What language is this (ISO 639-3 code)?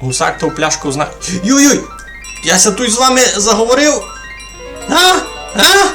rue